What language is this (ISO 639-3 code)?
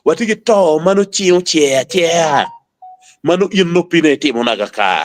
ach